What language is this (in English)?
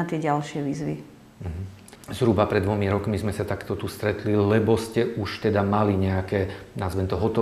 Slovak